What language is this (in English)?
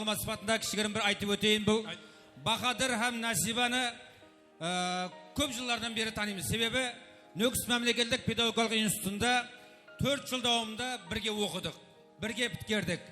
Kara-Kalpak